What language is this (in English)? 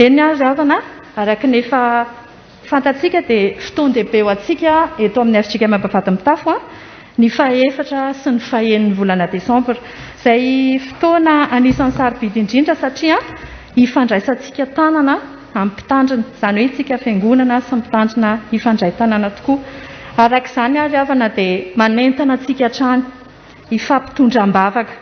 Malagasy